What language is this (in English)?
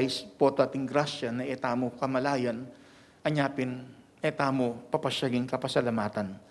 Pampanga